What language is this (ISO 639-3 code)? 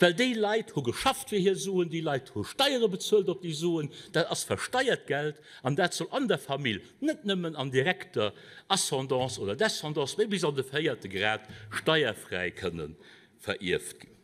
ltz